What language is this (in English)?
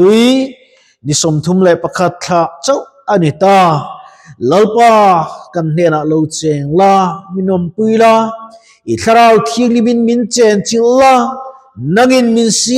Mizo